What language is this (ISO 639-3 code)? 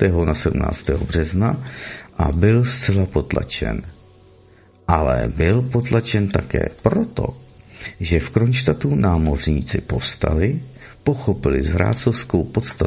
ces